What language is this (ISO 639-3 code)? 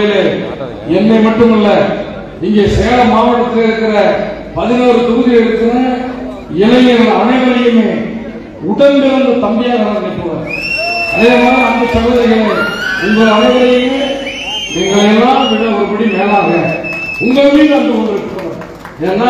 tam